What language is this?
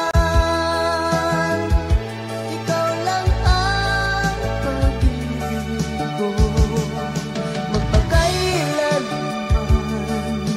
Filipino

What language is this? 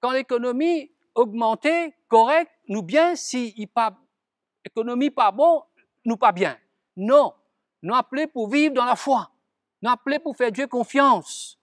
Morisyen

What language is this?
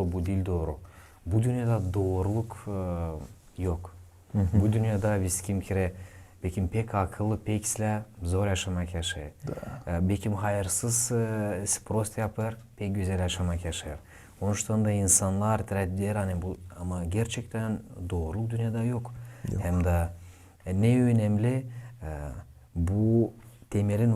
Gagauz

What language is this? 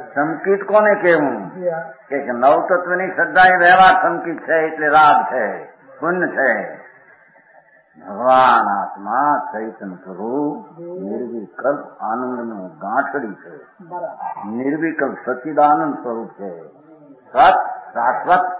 Gujarati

